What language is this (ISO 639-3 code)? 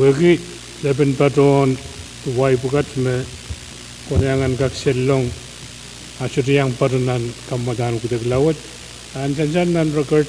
pon